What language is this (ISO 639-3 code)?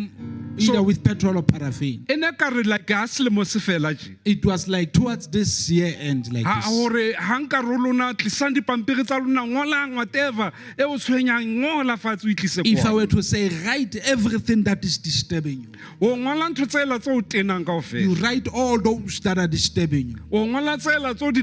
sot